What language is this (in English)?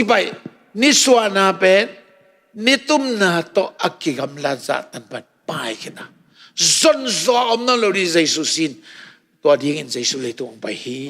Tedim Chin